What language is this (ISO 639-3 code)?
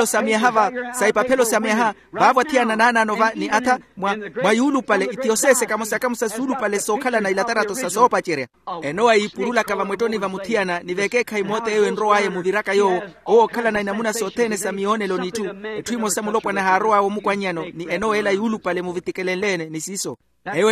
vmw